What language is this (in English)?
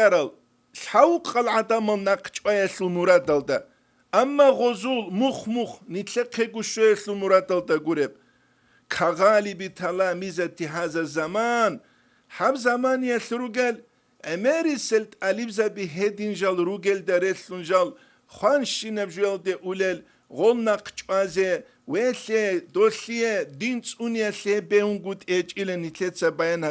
Avaric